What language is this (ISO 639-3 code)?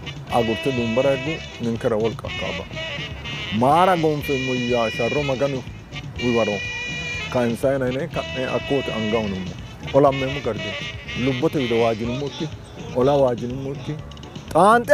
sid